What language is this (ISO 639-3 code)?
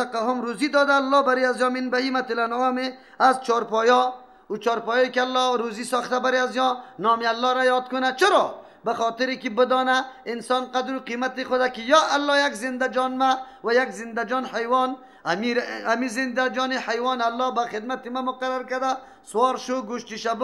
fas